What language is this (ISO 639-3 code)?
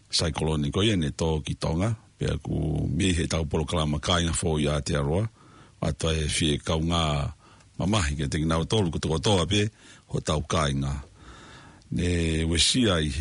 ton